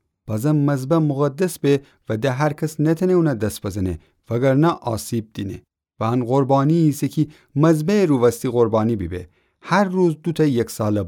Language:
Gilaki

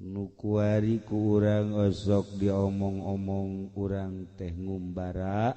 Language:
Sundanese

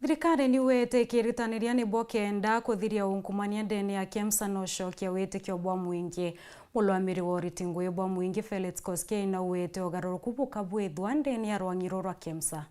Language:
Meru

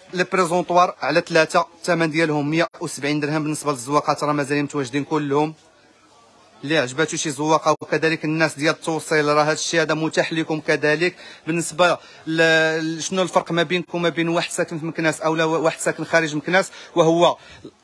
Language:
Moroccan Arabic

